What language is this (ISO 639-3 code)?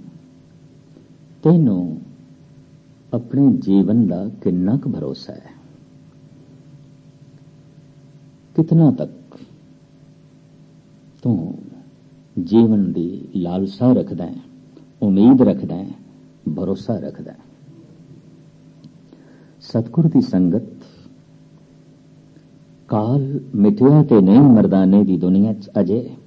pan